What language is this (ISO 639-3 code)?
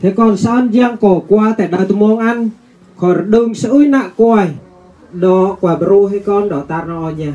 bru